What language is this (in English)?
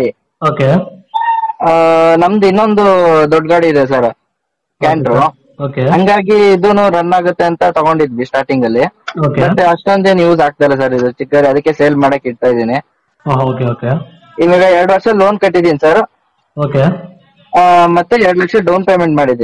Kannada